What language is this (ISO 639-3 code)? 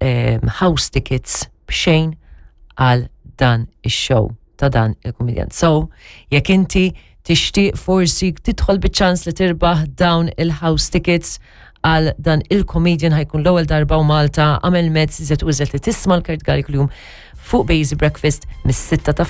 mlt